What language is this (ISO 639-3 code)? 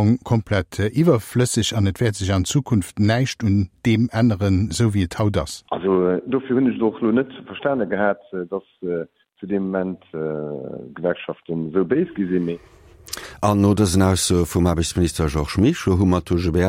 ltz